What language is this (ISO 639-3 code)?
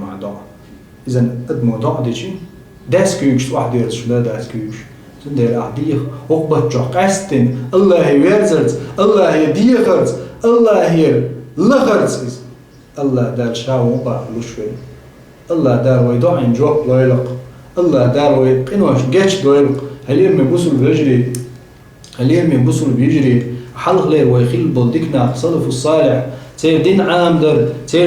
che